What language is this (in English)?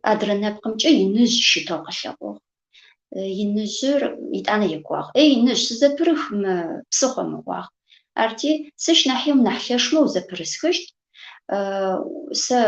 Adyghe